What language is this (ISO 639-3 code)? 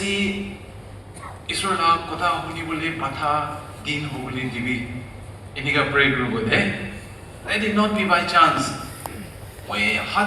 nag